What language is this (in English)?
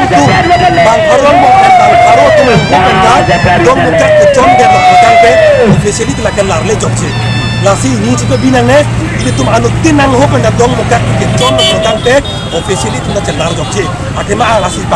Karbi